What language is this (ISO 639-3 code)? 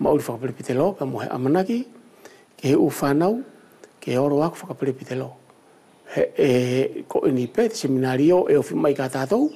wls